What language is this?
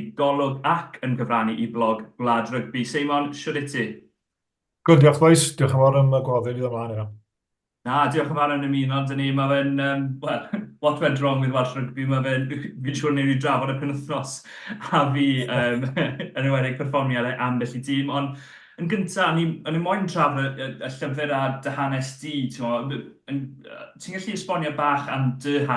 Welsh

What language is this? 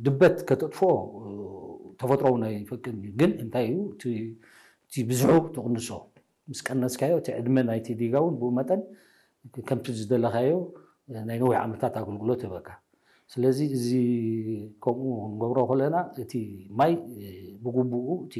Tigrinya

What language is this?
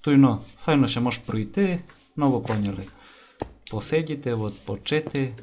Rusyn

